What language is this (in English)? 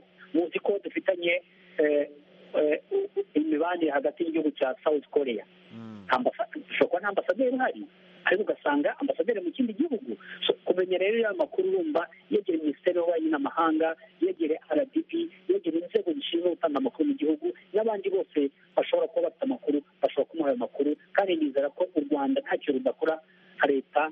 Kinyarwanda